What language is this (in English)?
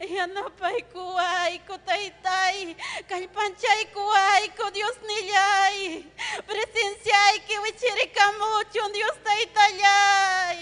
Ayacucho Quechua